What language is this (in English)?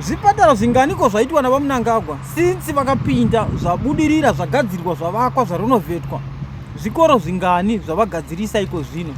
Shona